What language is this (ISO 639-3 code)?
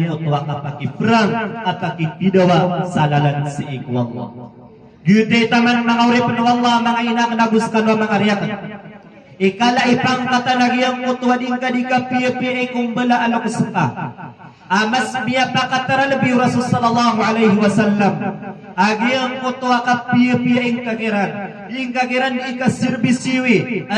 mrw